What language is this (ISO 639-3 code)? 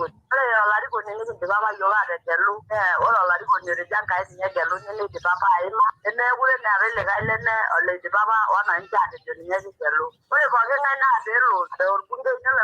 mas